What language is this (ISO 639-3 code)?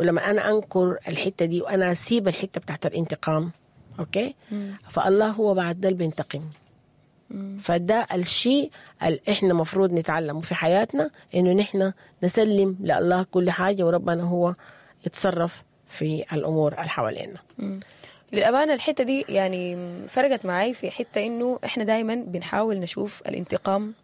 apd